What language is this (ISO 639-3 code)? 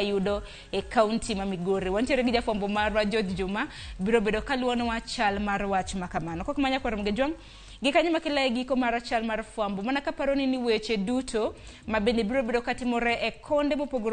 luo